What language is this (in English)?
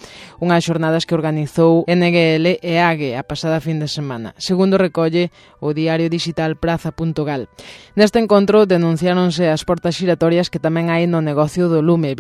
Galician